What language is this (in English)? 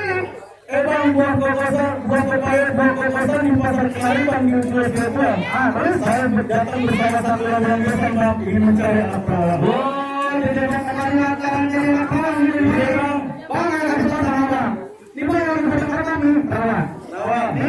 Betawi